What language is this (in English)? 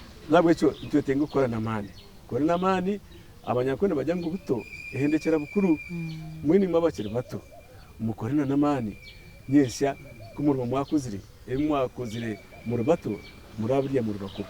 Nyankole